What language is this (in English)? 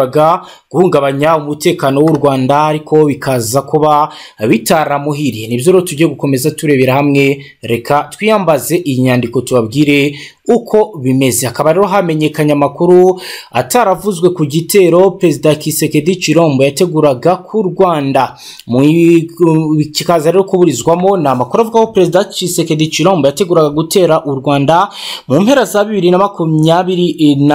Kinyarwanda